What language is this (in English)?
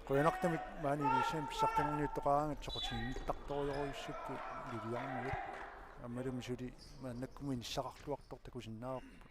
Kalaallisut